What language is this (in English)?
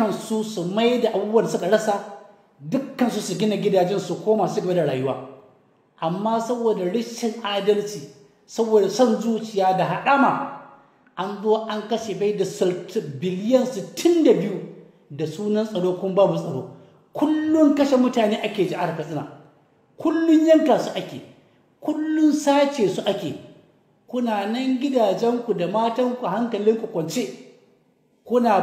Hausa